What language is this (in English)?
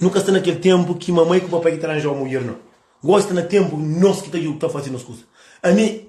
Kabuverdianu